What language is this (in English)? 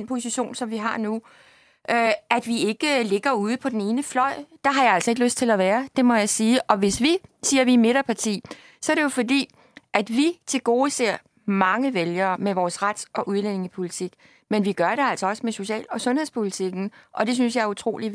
Danish